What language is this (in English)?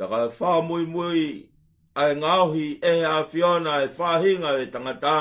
Tongan